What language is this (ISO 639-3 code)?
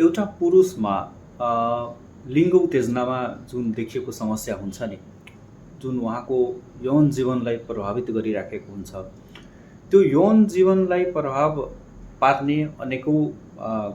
nep